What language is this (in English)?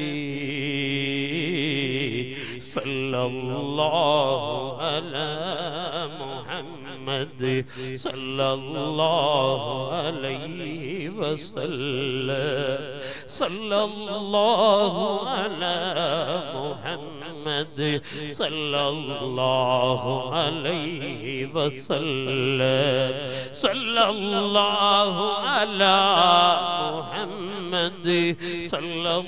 Malayalam